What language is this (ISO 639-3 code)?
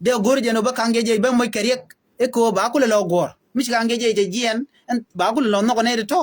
nus